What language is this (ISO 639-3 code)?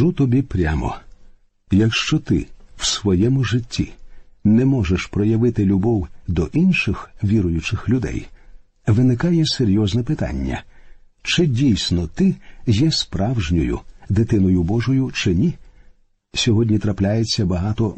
ukr